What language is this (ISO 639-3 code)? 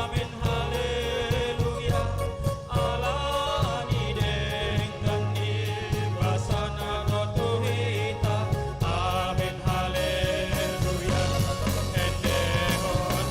bbc